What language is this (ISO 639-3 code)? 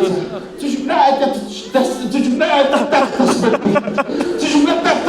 kas